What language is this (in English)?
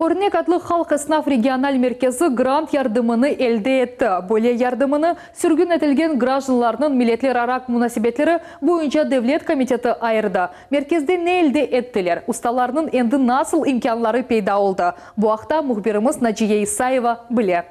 Crimean Tatar